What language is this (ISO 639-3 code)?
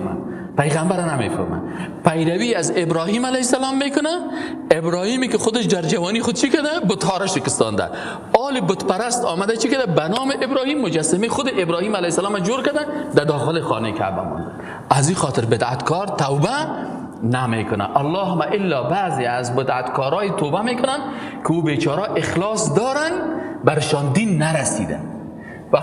fas